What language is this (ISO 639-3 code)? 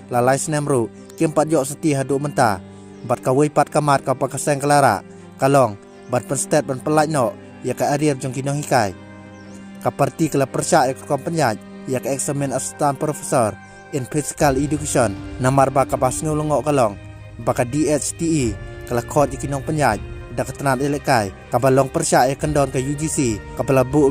kha